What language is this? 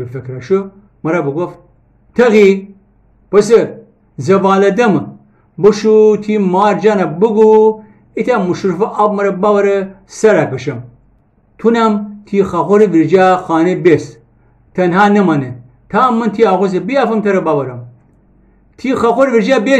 Gilaki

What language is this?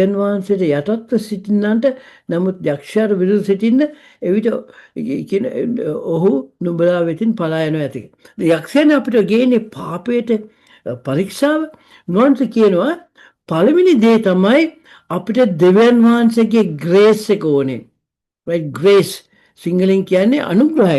Sinhala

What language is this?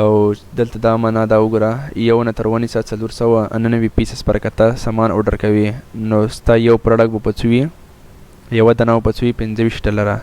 Pashto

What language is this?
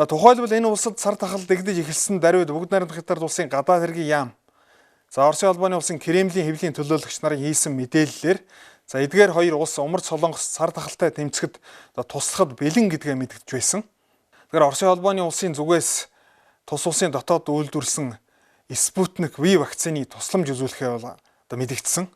Mongolian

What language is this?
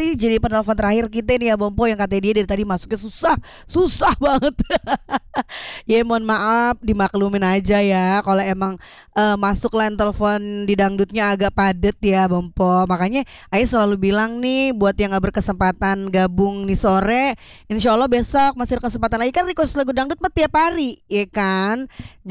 Indonesian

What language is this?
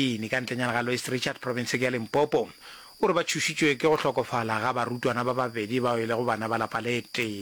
Northern Sotho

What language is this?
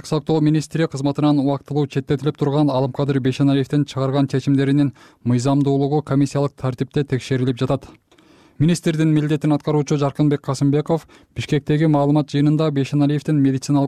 Kyrgyz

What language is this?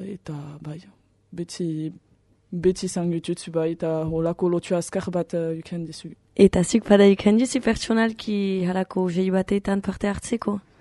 Basque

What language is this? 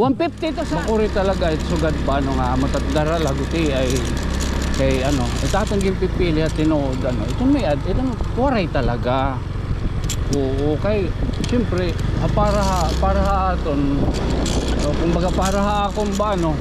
Waray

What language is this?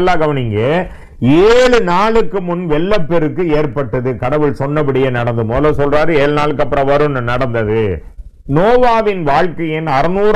Tamil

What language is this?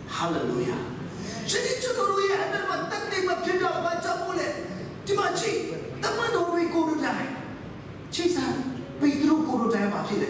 Burmese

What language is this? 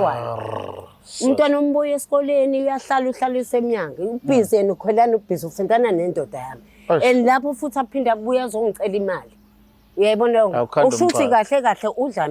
Zulu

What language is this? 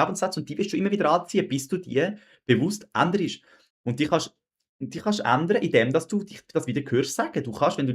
Swiss German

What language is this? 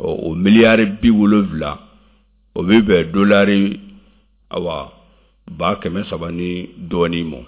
Bambara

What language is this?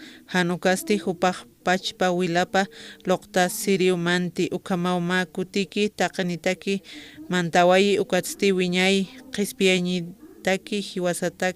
Aymara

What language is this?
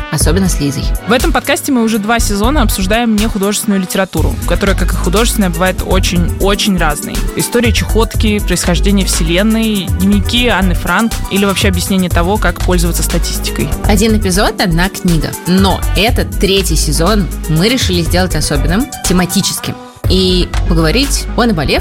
Russian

